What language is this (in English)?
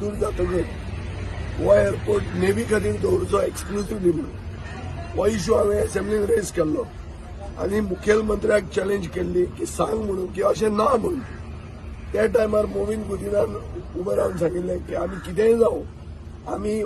Konkani